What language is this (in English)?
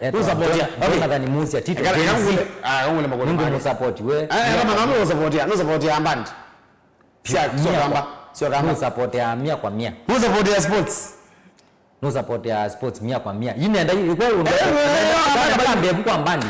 Kamba